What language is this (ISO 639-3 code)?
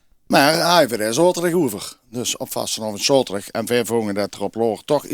lim